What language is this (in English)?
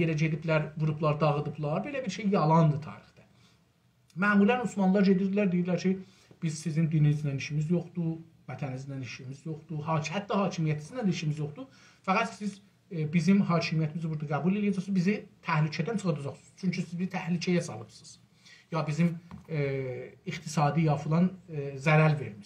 South Azerbaijani